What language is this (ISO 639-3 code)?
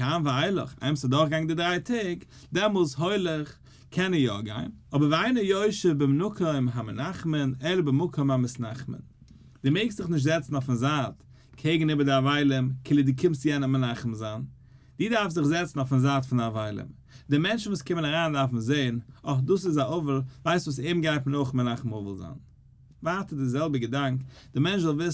yid